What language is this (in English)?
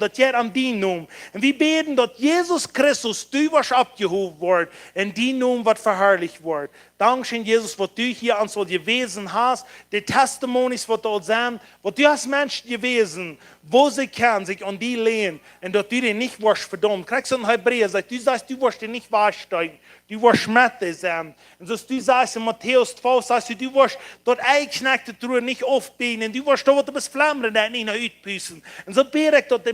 Plautdietsch